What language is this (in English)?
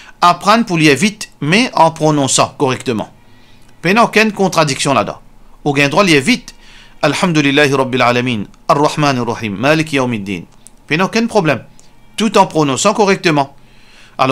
Morisyen